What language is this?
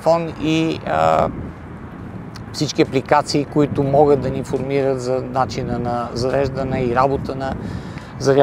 Bulgarian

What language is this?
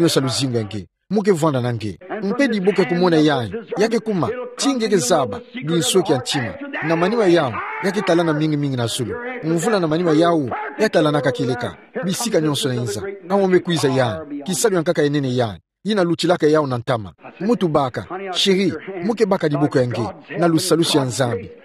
Kituba (Democratic Republic of Congo)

